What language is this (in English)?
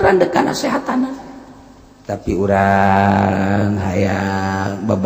Sundanese